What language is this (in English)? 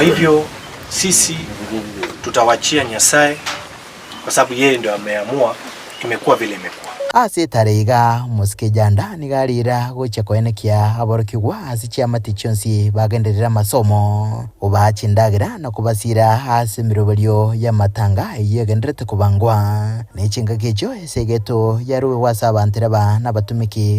Gusii